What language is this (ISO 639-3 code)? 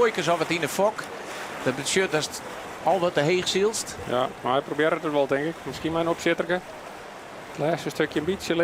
fry